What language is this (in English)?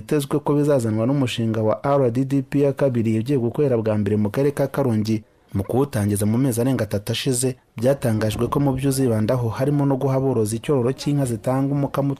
Kinyarwanda